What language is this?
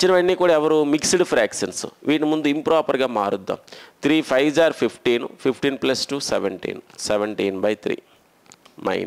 Telugu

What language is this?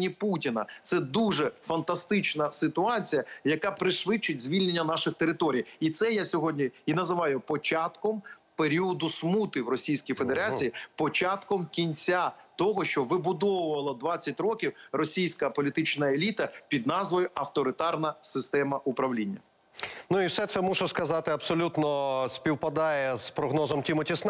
Ukrainian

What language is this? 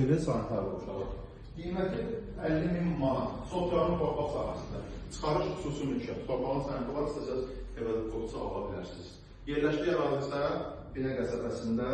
Azerbaijani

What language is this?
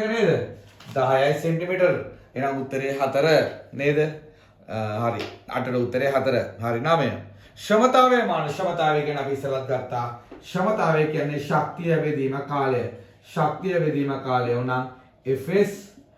Sinhala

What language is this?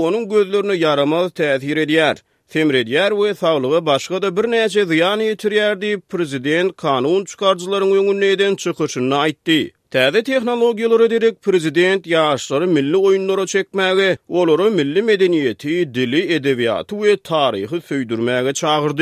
Turkmen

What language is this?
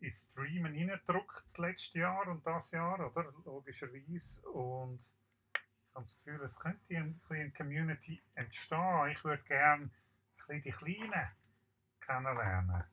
Swiss German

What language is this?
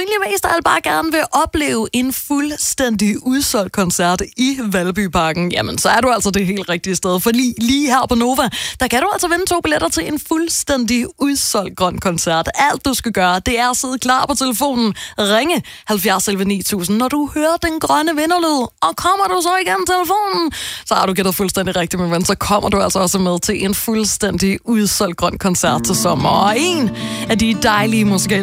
Danish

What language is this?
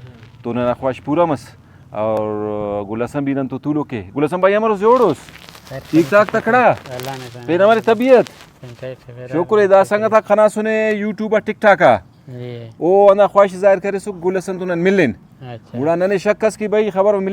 Brahui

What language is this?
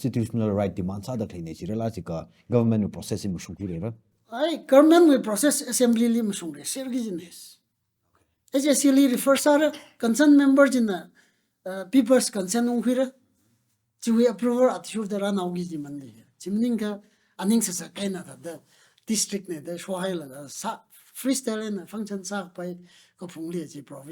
Tangkhul Naga (India)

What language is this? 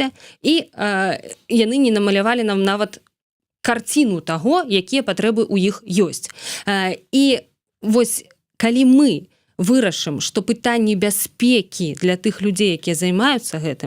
Belarusian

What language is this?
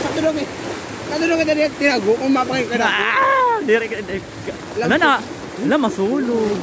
Waray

